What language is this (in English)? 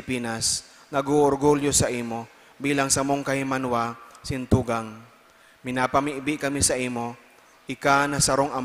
Bikol